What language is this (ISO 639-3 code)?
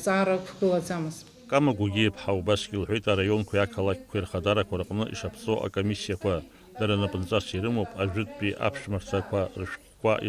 abk